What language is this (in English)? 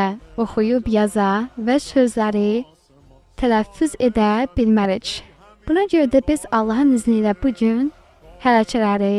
Azerbaijani